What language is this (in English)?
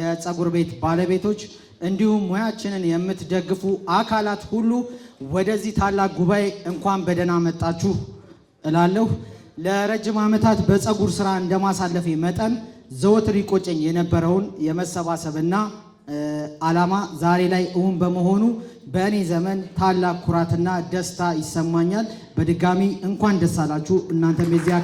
Amharic